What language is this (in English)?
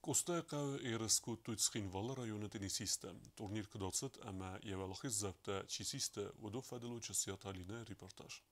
Ossetic